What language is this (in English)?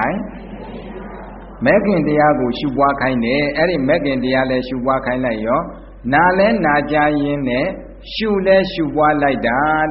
Burmese